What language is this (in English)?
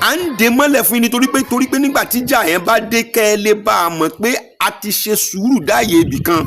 Yoruba